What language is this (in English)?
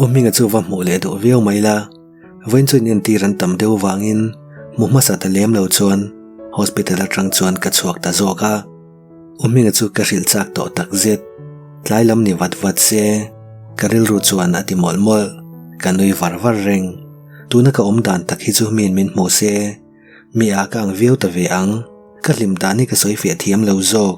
Mizo